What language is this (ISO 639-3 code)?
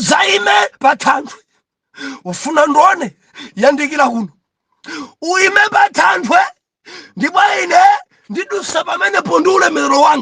nya